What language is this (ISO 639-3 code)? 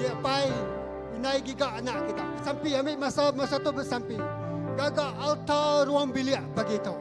iba